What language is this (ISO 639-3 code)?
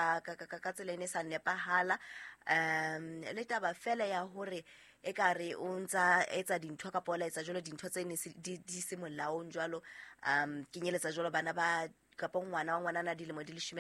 sot